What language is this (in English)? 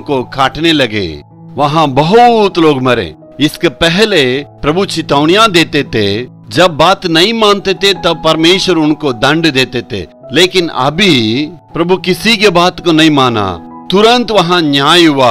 Hindi